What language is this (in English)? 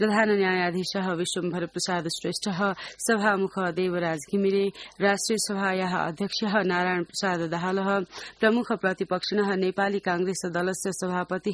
Sanskrit